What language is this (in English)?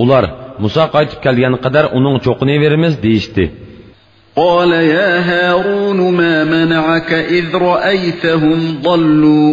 Uyghur